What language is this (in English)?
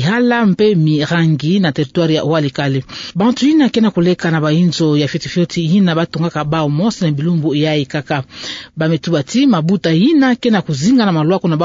Kituba (Democratic Republic of Congo)